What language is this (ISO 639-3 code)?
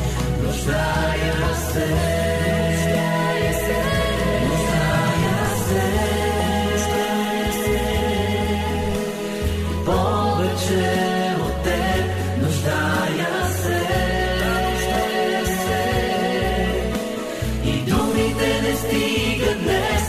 bul